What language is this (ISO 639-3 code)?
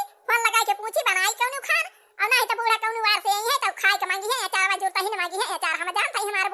awa